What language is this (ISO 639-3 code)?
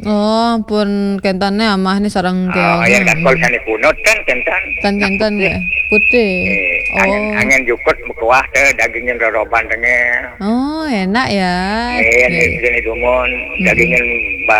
ban